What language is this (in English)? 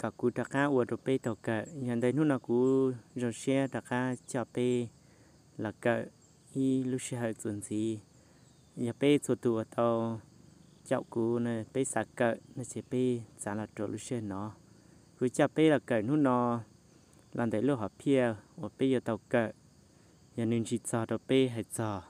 Hmong